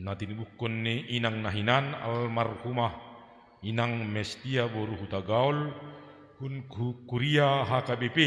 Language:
Batak Simalungun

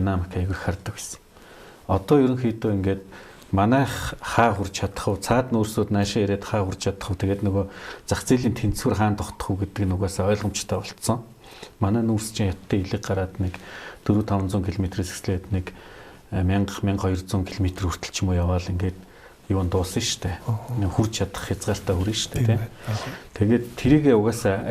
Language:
Mongolian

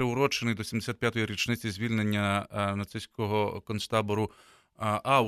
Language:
Ukrainian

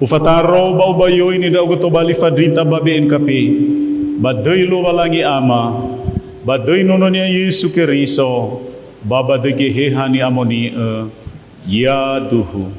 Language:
Nias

